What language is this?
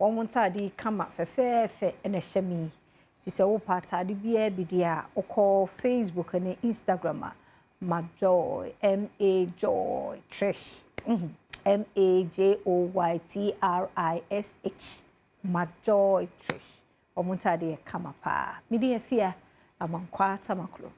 Akan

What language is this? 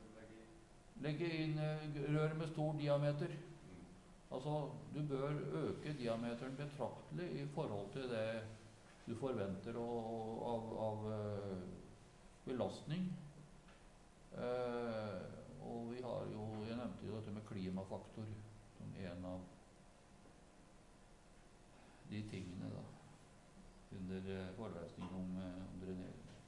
Norwegian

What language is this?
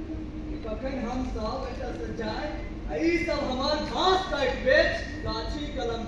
Maithili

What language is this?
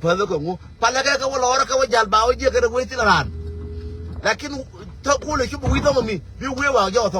Nuer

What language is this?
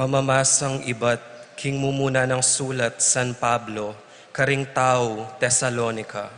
Pampanga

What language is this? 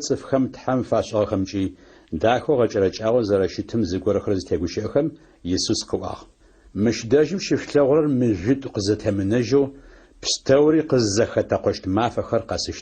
Adyghe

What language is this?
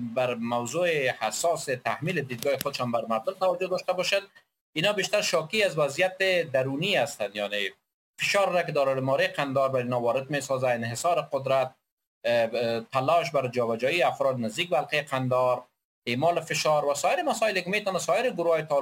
Persian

